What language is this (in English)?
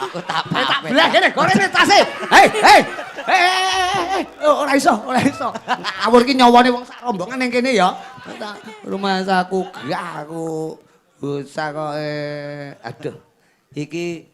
Javanese